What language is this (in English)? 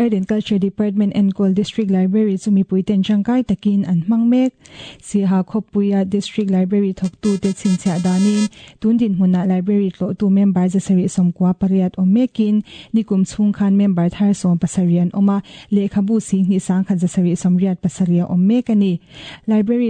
Mizo